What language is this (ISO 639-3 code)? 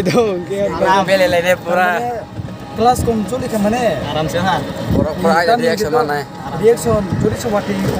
trp